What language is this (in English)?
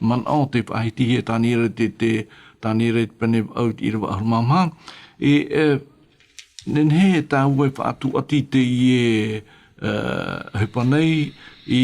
Tahitian